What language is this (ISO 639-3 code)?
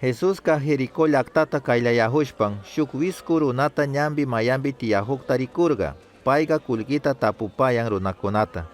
qug